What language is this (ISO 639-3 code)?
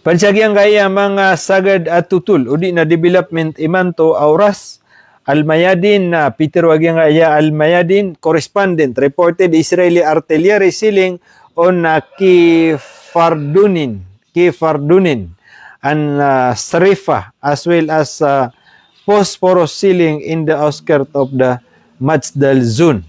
mrw